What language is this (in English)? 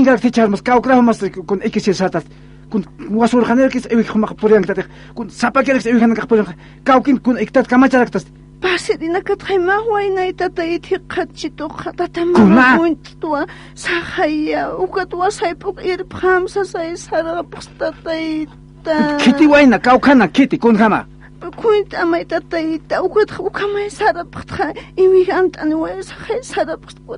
Aymara